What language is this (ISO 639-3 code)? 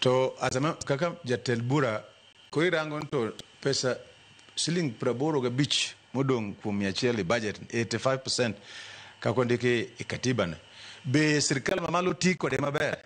luo